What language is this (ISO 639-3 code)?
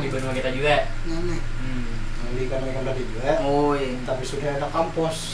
bjn